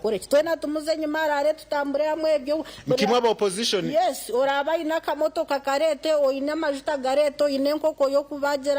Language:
Nyankole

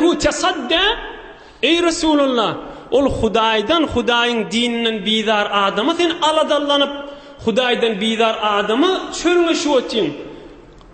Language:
Turkmen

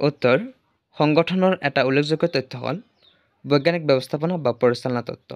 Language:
Assamese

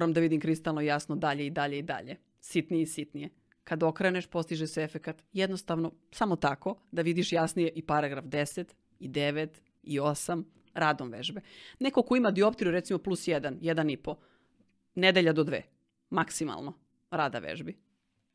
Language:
Serbian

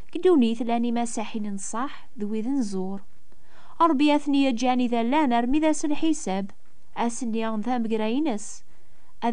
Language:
Kabyle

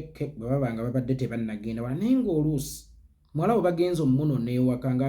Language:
Ganda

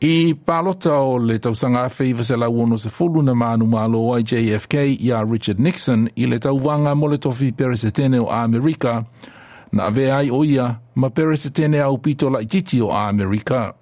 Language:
Samoan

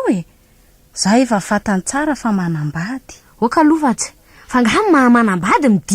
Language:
Malagasy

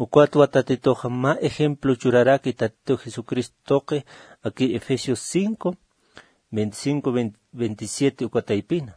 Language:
Aymara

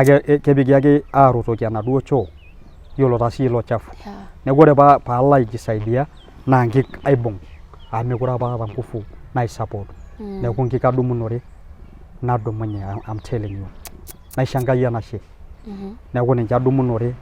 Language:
Masai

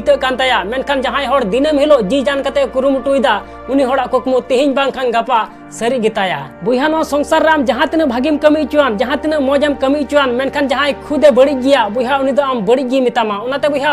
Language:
Santali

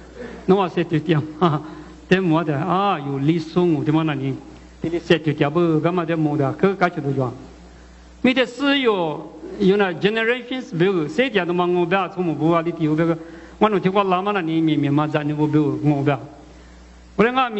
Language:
Lisu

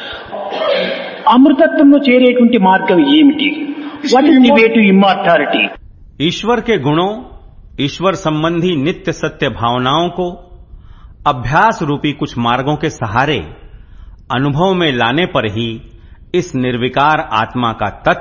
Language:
Hindi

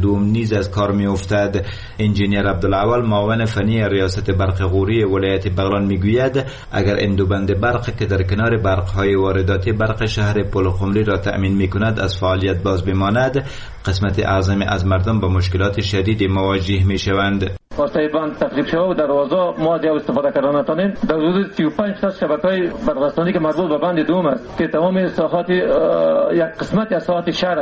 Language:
Persian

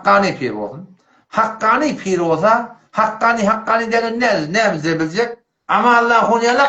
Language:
Turkmen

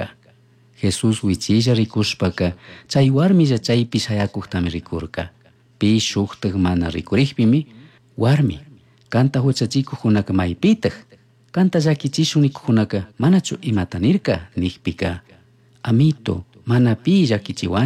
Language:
Chimborazo Highland Quichua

